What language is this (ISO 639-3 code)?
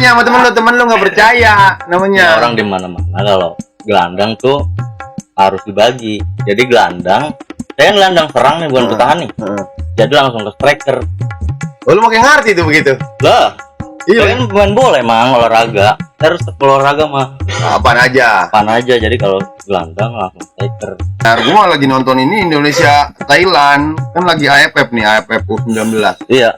bew